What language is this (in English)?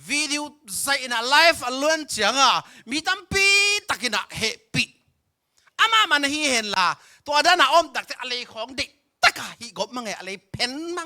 Tedim Chin